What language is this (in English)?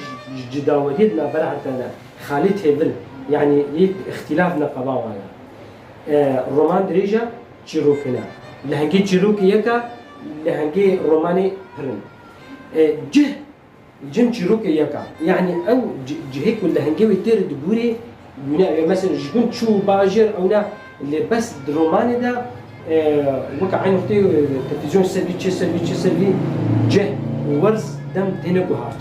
Kurdish